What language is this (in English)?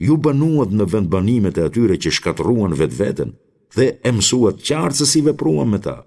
Albanian